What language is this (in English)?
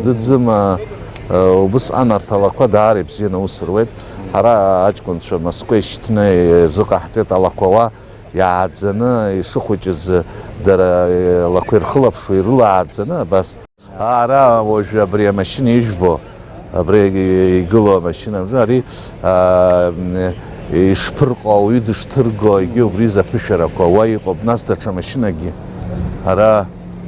Abkhazian